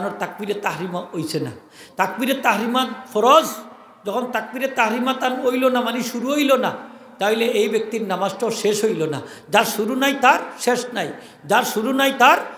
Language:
Sylheti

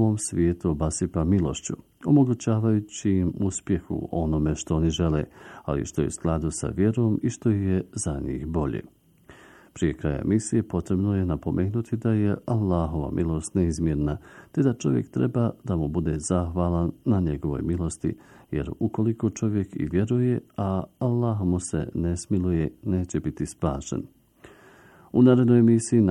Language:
Bosnian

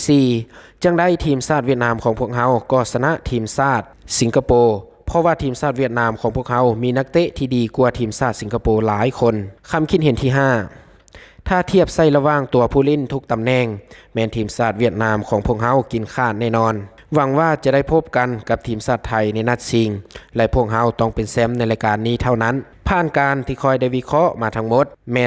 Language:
Lao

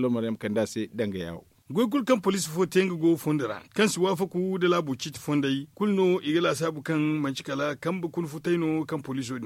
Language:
Zarma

